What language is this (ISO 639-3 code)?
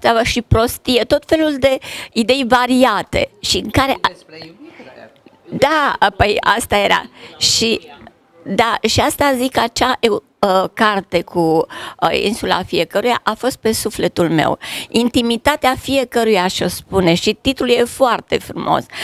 ron